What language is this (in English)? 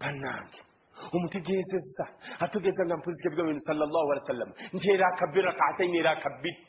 Ganda